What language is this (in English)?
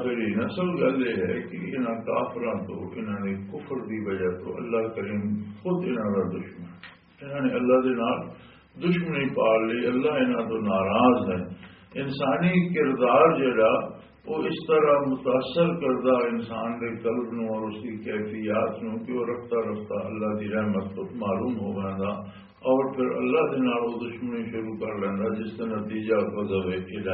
Western Panjabi